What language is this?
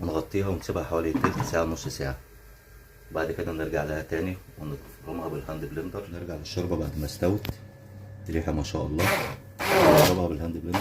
Egyptian Arabic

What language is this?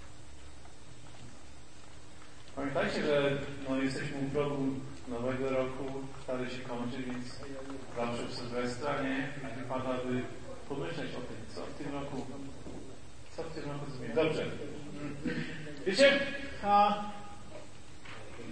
Polish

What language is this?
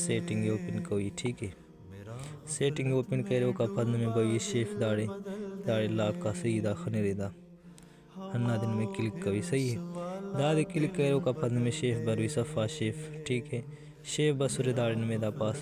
Brahui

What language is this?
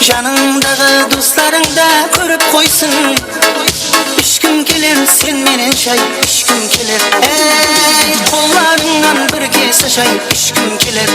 Kara-Kalpak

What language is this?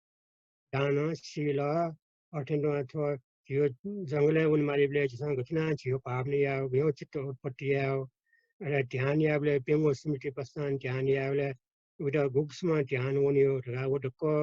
Newari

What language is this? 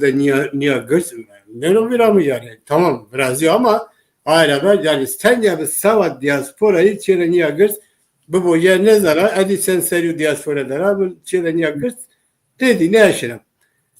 Zaza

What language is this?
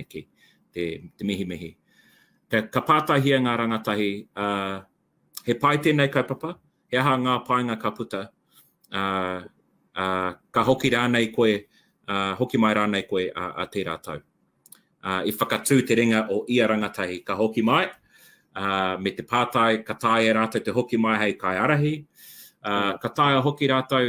Māori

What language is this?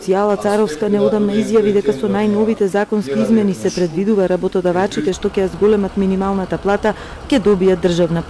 Macedonian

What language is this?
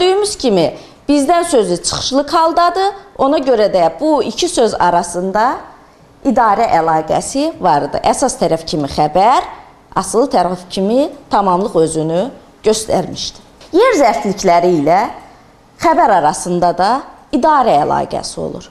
Azerbaijani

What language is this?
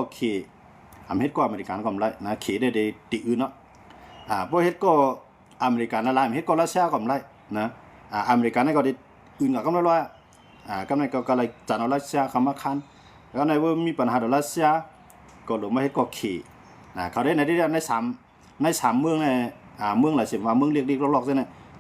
Shan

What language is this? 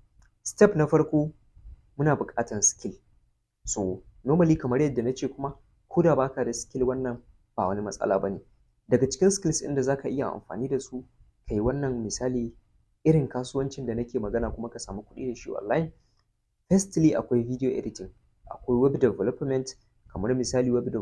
Hausa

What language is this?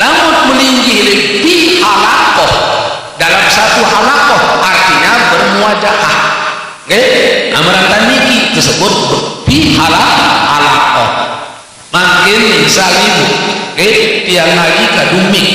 Sasak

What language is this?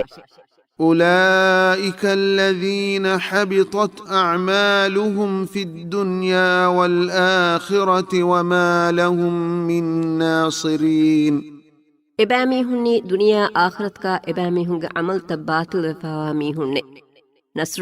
Divehi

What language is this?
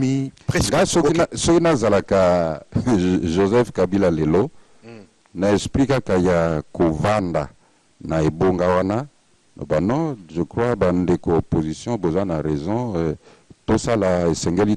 Lingala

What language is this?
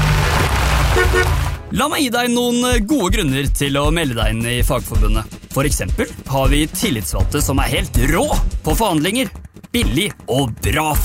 Norwegian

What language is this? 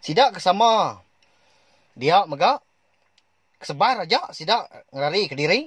Iban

